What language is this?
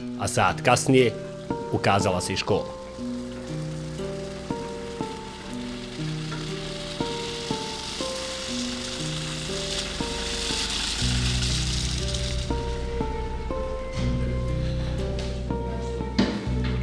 Bosnian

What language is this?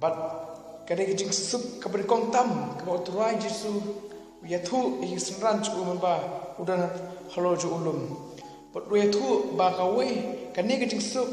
Khasi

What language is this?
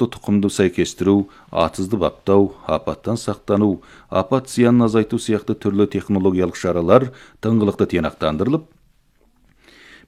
Kazakh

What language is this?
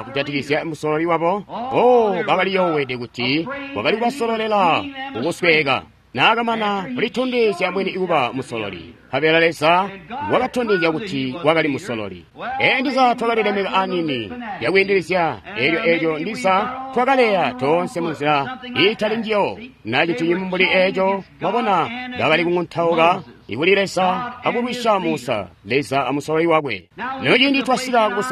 Tonga (Zambia)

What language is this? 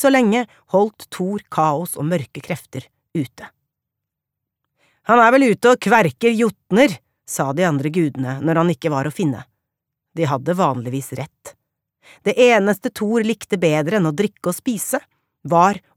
Norwegian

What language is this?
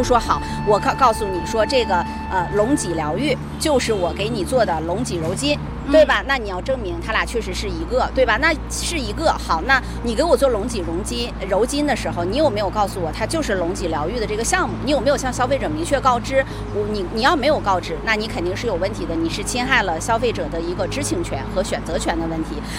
Chinese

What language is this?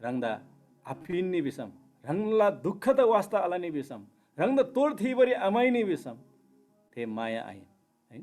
Eastern Tamang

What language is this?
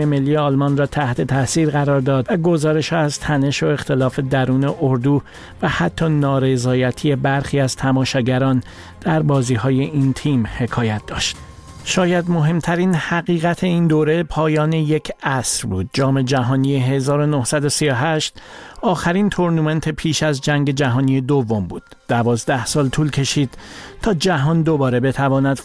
Persian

